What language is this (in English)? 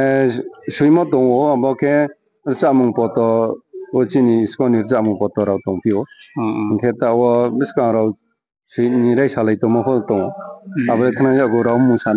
Riang (India)